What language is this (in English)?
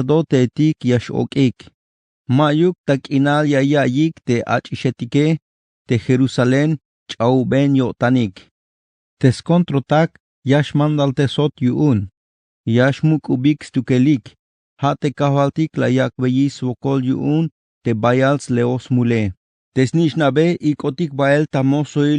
Tzeltal